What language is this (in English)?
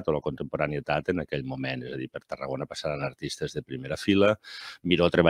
Catalan